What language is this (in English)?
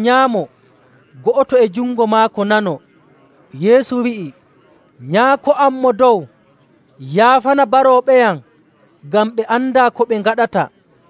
Nigerian Fulfulde